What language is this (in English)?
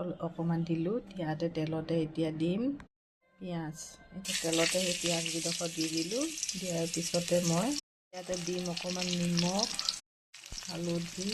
Assamese